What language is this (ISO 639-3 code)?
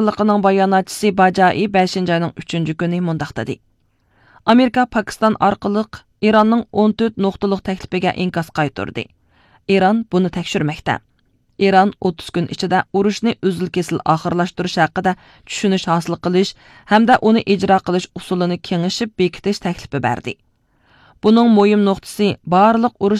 uig